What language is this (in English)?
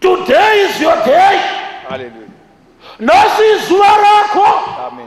Shona